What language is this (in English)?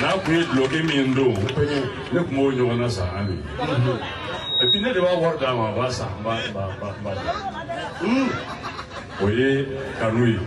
Bambara